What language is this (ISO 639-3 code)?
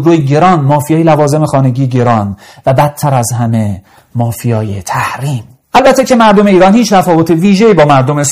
fas